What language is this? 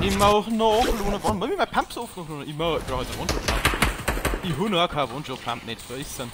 Bavarian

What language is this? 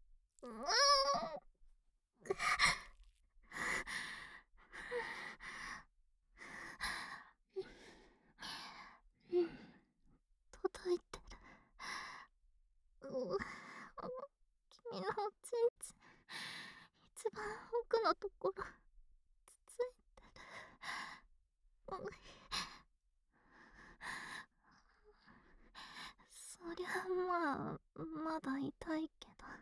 Japanese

